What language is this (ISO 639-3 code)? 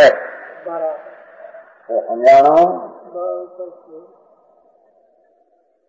guj